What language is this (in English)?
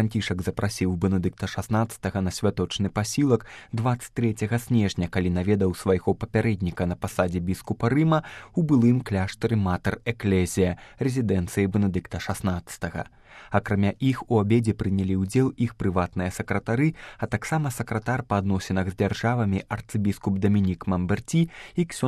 Belarusian